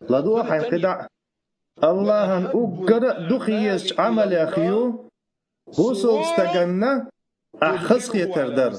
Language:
Chechen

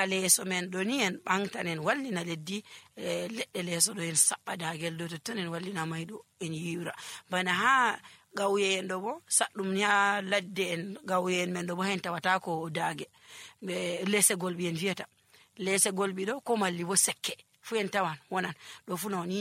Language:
Nigerian Fulfulde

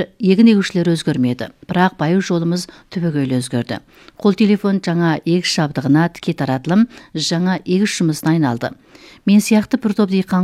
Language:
Kazakh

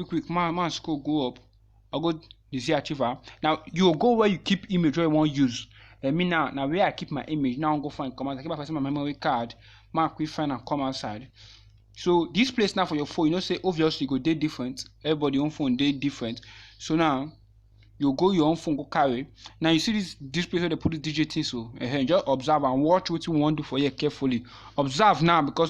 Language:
Nigerian Pidgin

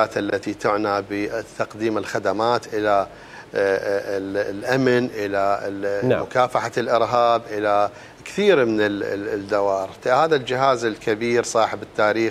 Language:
Mesopotamian Arabic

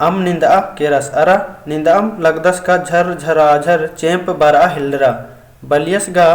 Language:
Kurukh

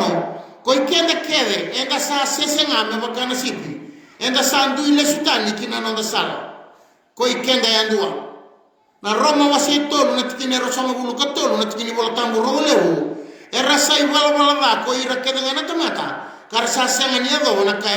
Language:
Fijian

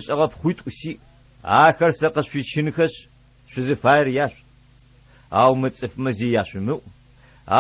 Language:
Adyghe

